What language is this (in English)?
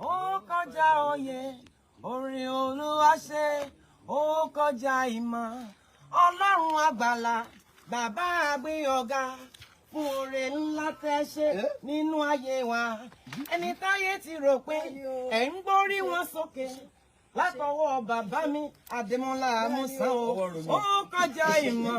Yoruba